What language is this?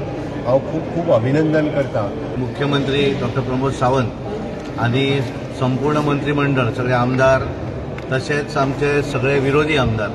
Konkani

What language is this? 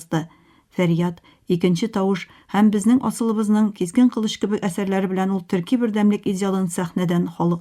Tatar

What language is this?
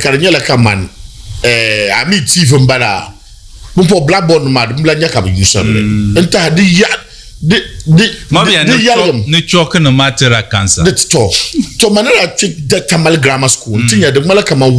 Dagbani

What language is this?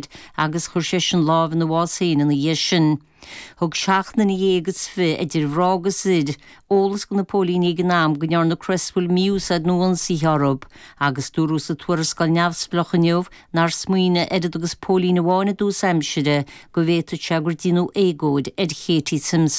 Irish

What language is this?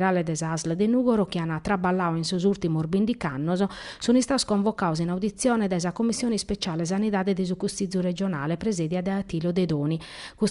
Sardinian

